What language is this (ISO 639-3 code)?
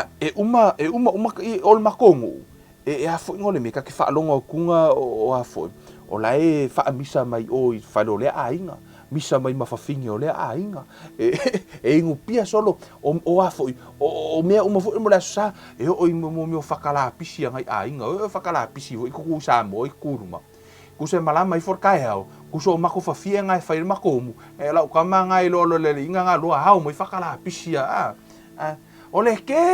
smo